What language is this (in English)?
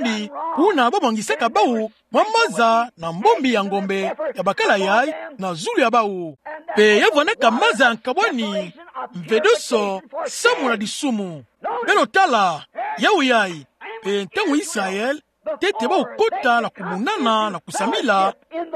Kituba (Democratic Republic of Congo)